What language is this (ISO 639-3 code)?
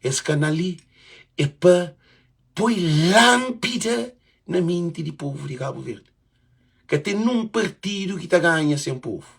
kea